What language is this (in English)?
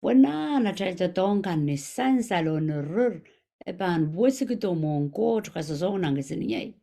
Pohnpeian